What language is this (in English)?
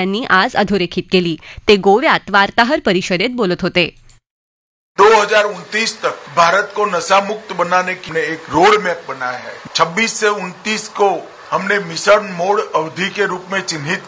Marathi